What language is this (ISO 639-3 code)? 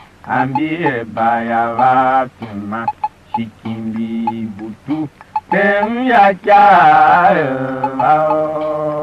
tiv